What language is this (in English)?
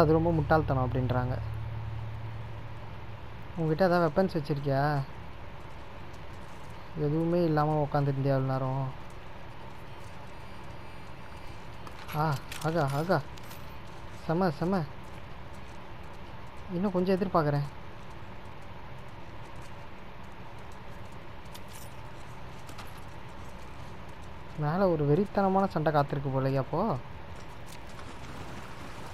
Tamil